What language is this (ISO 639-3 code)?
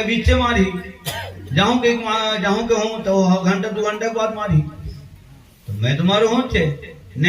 hne